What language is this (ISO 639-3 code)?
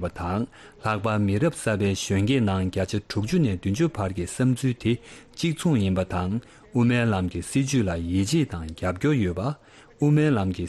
bod